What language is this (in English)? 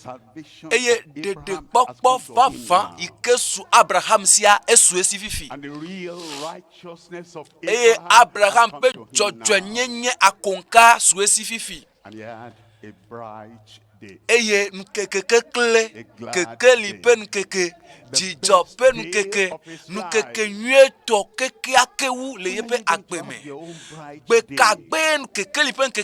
Ewe